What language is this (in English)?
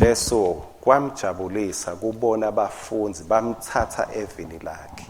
Swati